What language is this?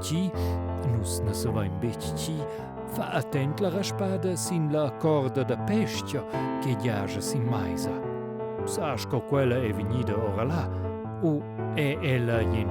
Romansh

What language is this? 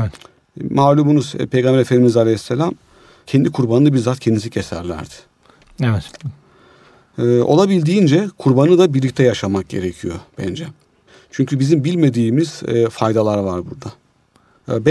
Turkish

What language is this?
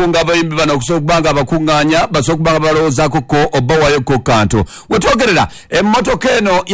Ganda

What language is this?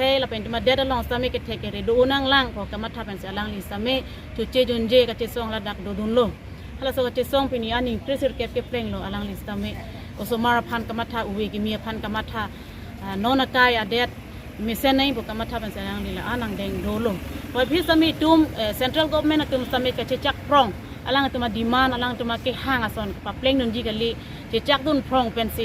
Karbi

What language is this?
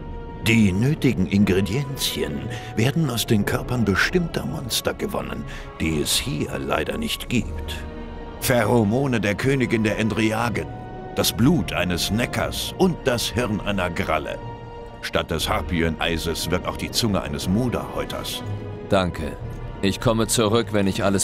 German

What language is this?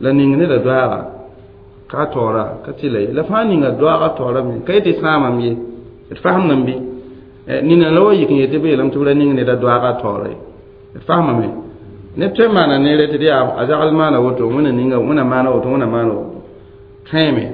Mossi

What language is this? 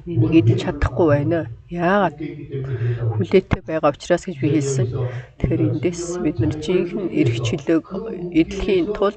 Mongolian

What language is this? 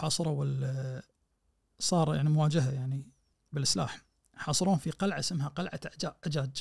Najdi Arabic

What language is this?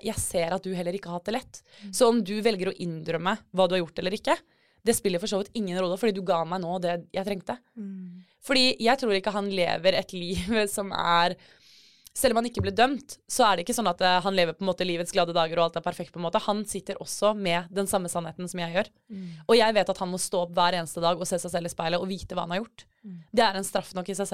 Norwegian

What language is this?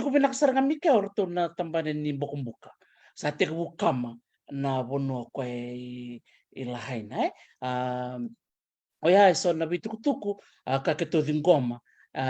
Fijian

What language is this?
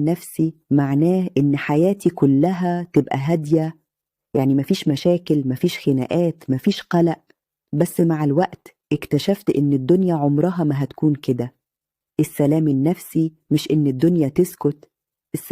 Egyptian Arabic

